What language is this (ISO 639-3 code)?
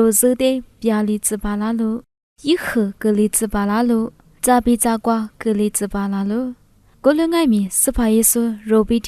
lis